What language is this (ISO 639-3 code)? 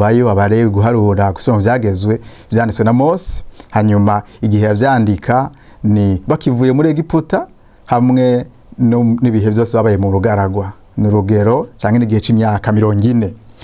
run